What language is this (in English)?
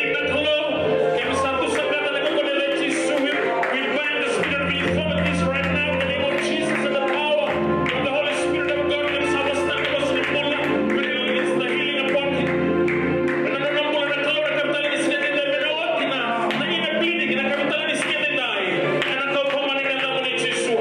Fijian